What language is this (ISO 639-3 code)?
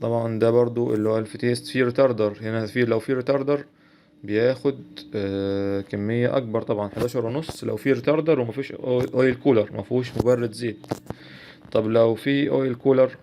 arz